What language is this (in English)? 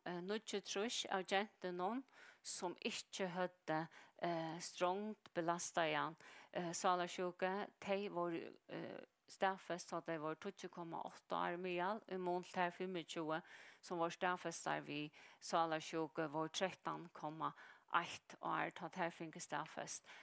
Faroese